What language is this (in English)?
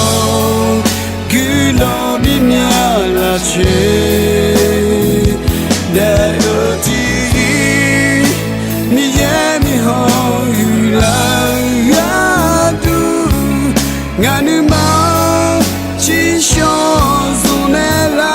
Akha